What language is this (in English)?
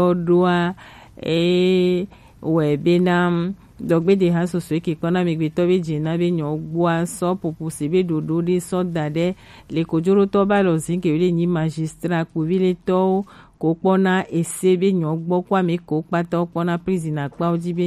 Gen